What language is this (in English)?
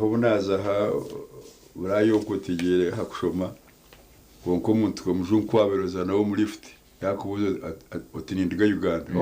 Nyankole